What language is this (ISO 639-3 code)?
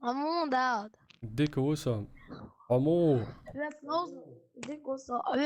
che